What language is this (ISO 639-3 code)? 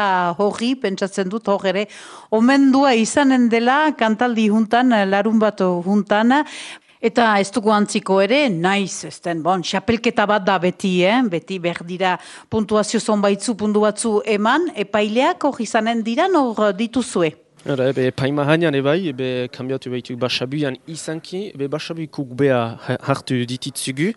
eus